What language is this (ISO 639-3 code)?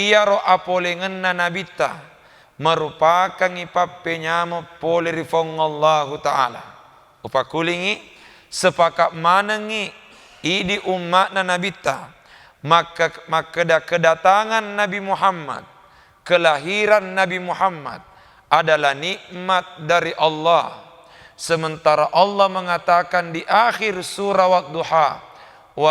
bug